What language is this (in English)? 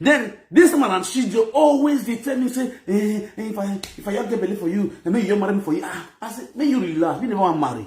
Nigerian Pidgin